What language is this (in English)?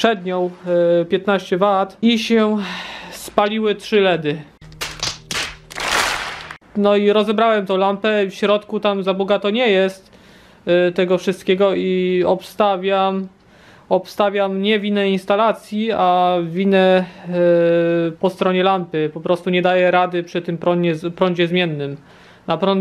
Polish